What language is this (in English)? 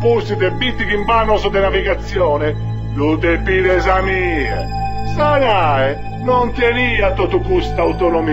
Sardinian